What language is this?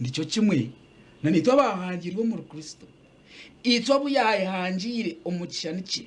Nyankole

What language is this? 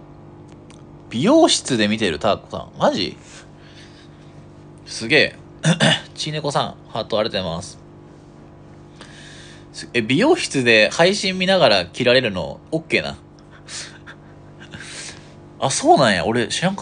Japanese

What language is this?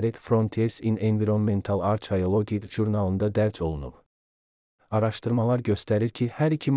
Azerbaijani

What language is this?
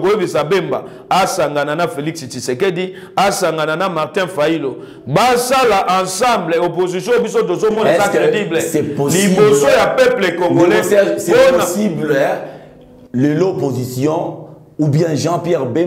Lingala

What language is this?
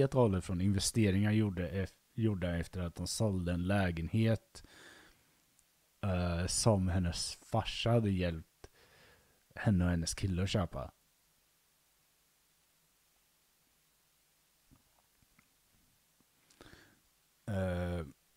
Swedish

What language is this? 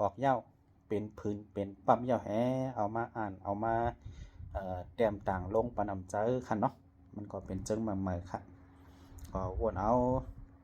Shan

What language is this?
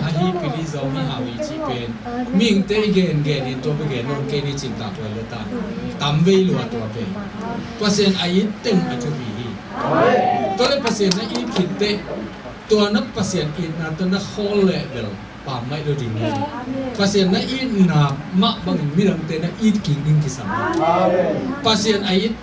Tedim Chin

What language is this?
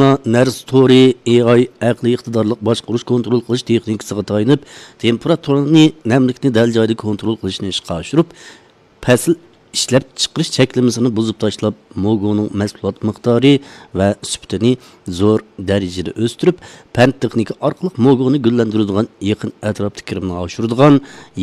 Uyghur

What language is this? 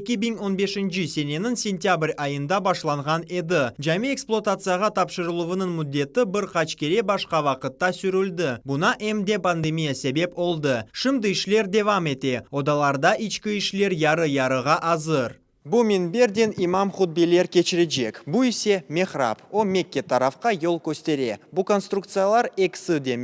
Crimean Tatar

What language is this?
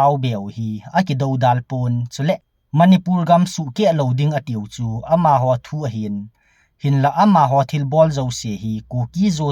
Thado Chin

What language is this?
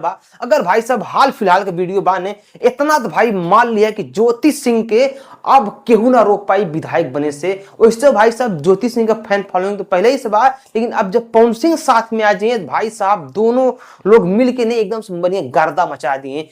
Bhojpuri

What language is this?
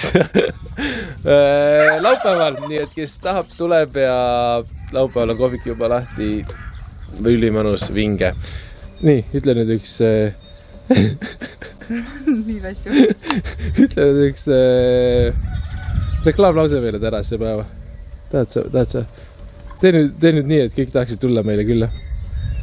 Estonian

